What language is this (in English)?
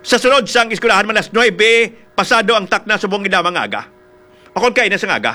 Hiligaynon